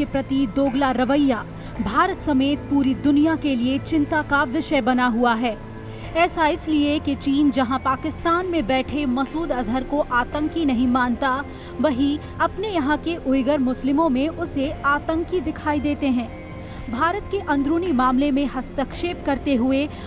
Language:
Hindi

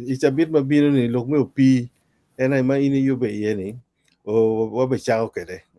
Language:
Acoli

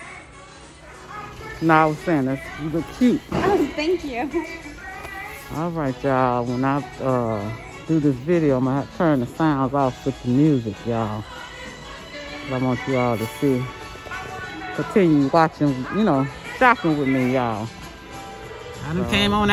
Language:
English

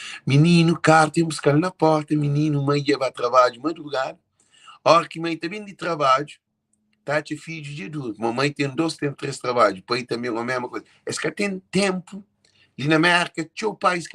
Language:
Kabuverdianu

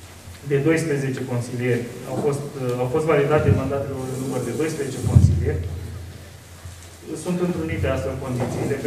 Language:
Romanian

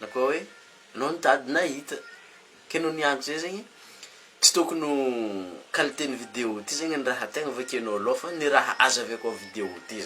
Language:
Malagasy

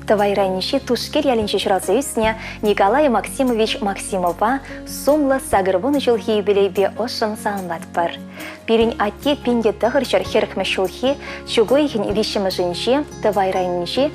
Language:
Chuvash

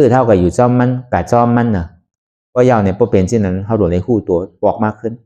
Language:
Shan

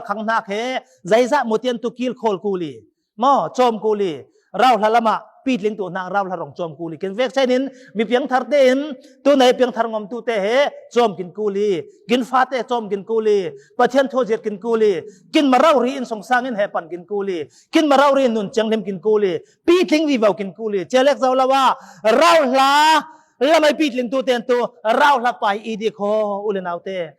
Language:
Falam Chin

